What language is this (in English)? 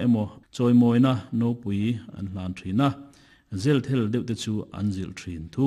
Mizo